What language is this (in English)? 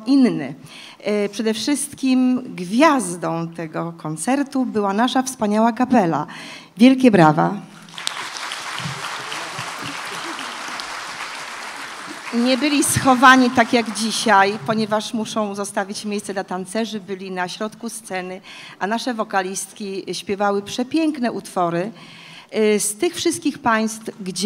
Polish